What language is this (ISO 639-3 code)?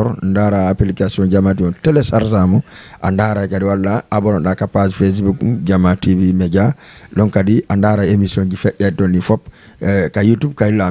ful